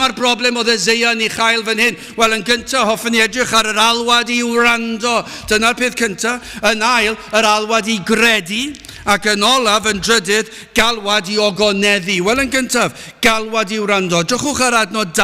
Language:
Welsh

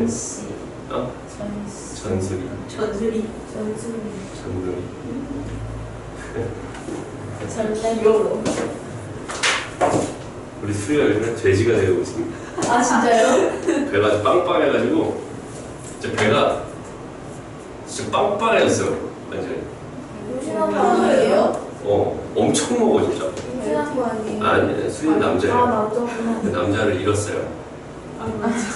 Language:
Korean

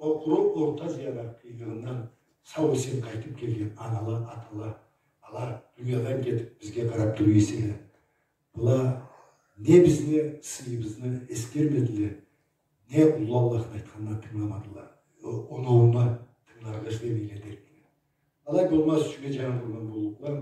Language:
Karachay-Balkar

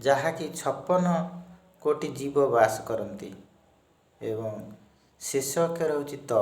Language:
Odia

